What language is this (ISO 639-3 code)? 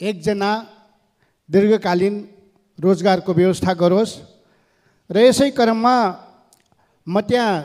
nep